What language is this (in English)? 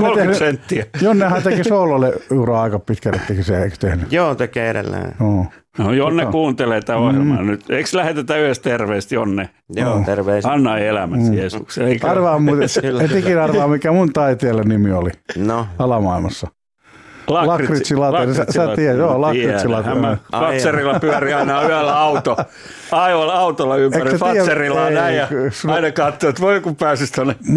Finnish